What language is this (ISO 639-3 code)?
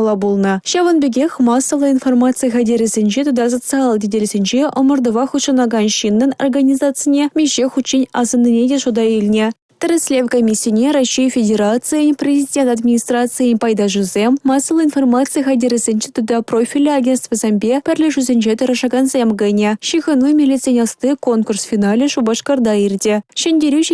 chv